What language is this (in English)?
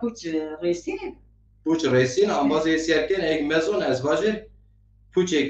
Zaza